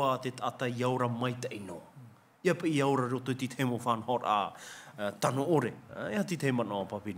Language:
Tahitian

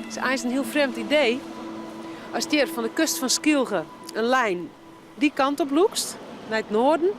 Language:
Western Frisian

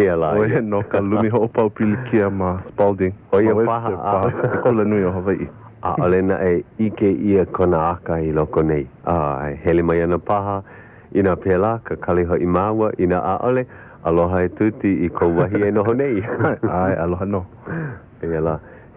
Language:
Hawaiian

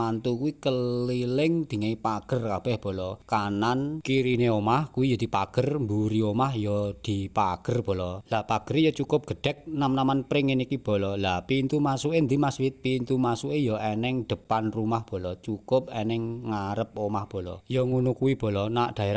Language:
Javanese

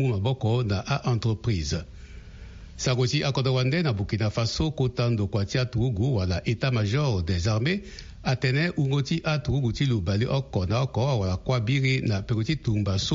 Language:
Sango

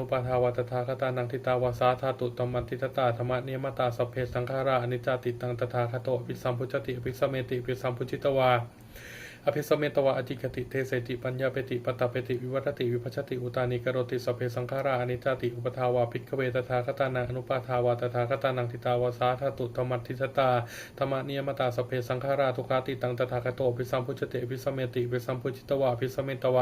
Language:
Pali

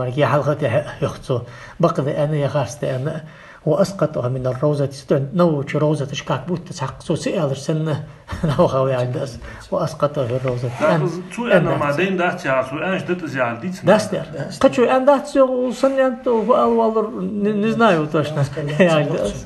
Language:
Ingush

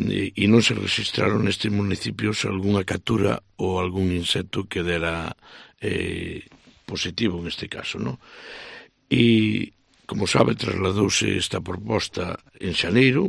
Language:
Galician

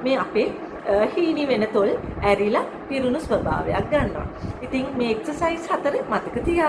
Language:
Sinhala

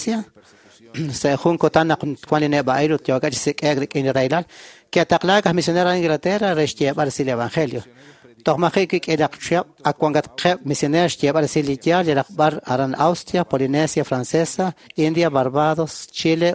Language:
Kekchí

